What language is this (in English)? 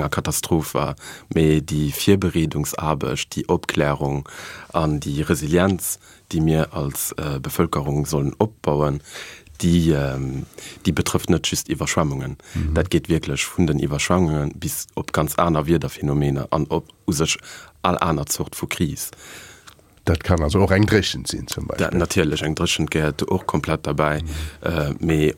Luxembourgish